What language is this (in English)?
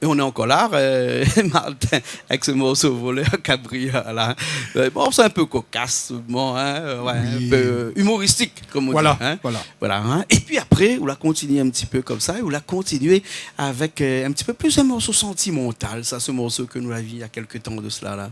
Réunion Creole French